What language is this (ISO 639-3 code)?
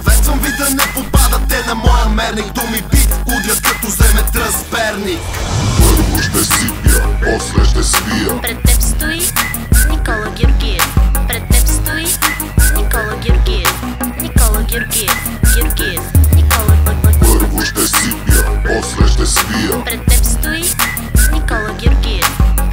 bul